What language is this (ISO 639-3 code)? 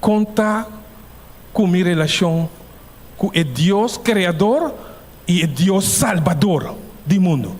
pap